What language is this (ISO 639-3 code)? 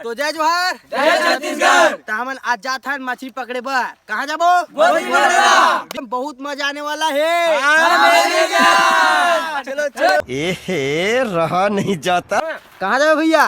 hne